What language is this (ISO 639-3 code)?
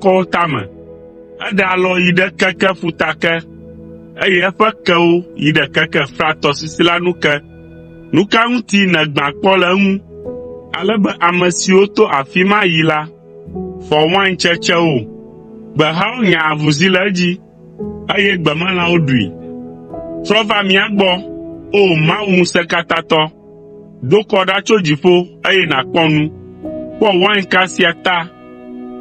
ewe